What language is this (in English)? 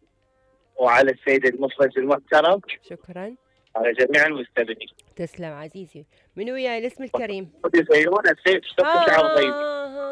Mesopotamian Arabic